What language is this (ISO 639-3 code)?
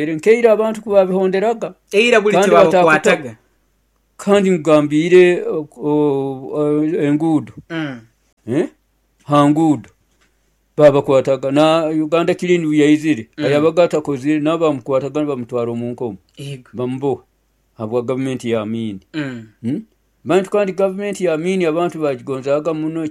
nyo